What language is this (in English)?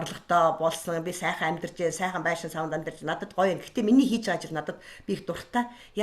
Mongolian